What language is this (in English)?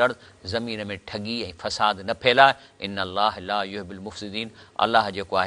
Sindhi